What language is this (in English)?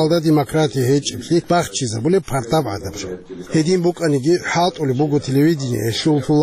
Avaric